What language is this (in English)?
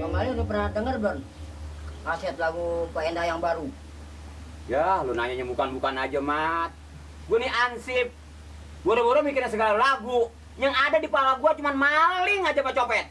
Betawi